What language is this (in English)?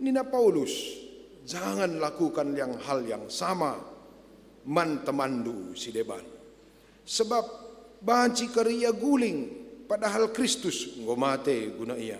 Batak Karo